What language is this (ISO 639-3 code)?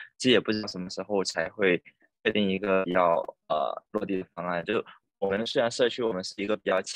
zho